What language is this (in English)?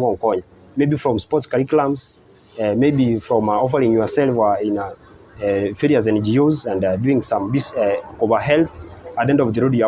Gusii